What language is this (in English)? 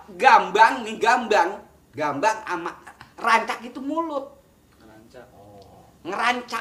Betawi